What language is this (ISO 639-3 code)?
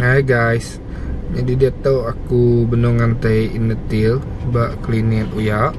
iba